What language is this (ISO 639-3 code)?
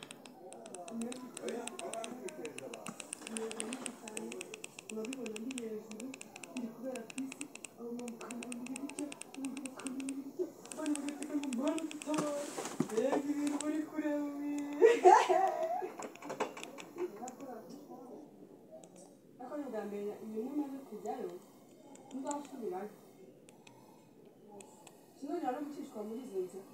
kin